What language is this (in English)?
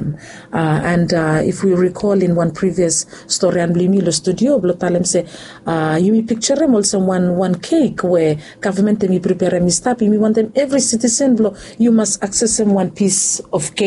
Bislama